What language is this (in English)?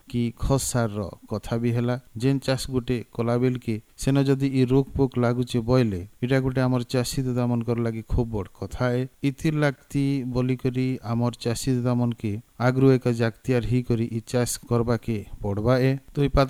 Odia